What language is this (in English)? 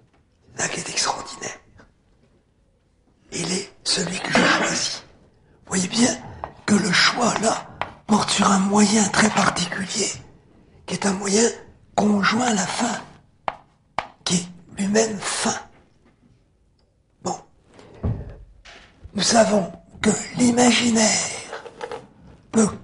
French